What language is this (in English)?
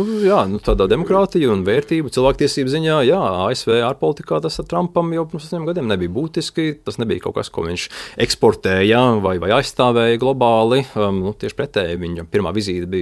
Latvian